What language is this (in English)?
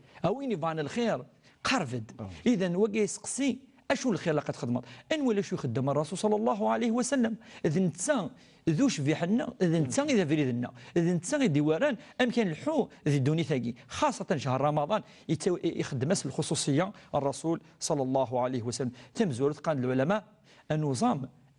Kabyle